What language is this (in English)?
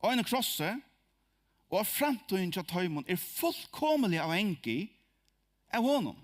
Faroese